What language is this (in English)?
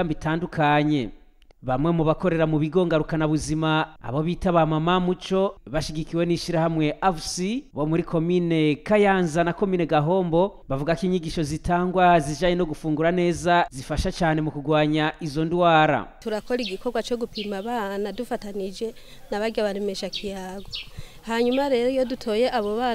Rundi